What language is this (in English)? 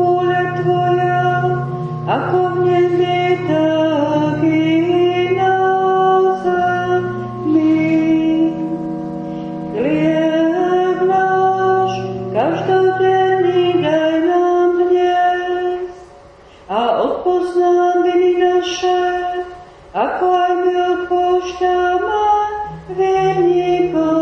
Slovak